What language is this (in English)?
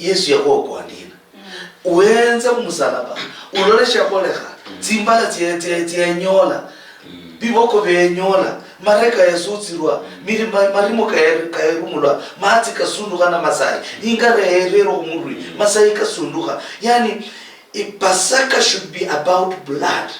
Luyia